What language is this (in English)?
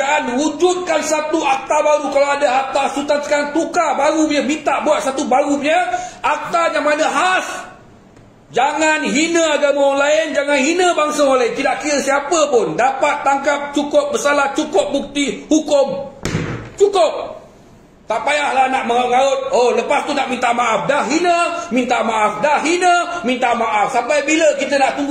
Malay